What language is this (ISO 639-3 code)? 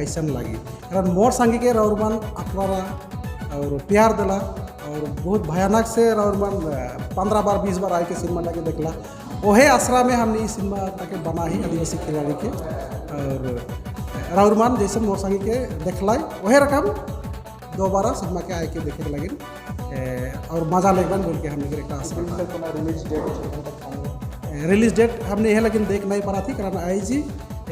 sck